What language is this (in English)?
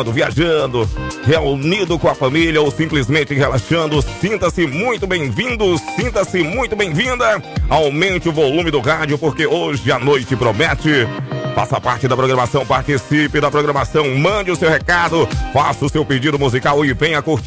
Portuguese